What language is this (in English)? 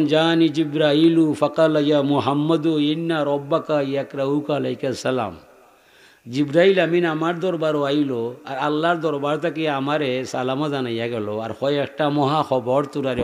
Sylheti